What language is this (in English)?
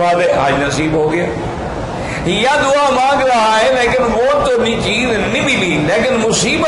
Urdu